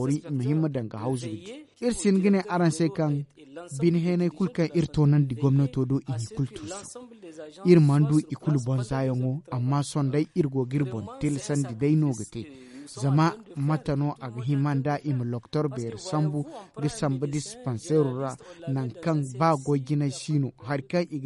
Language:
Zarma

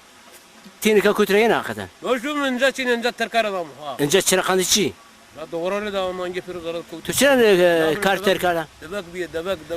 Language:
Zaza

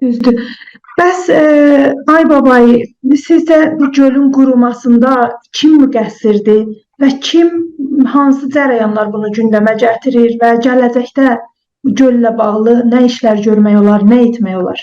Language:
South Azerbaijani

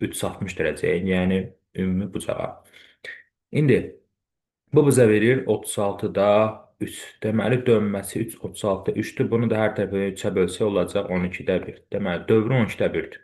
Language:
Azerbaijani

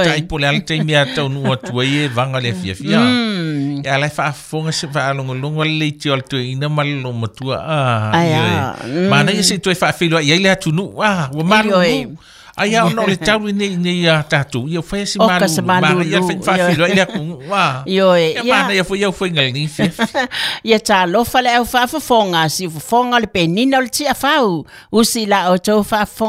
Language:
Samoan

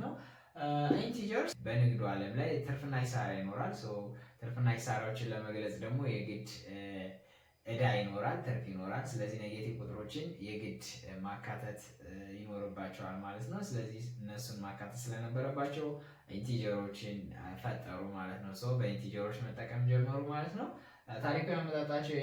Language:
Amharic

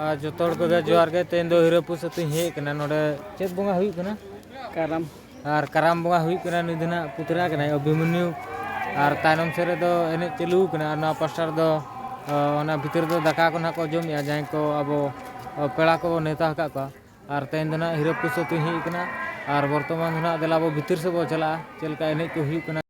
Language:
Santali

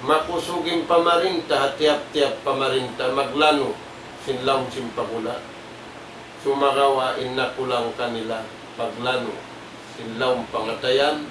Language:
Tausug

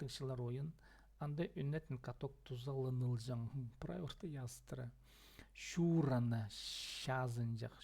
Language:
Khakas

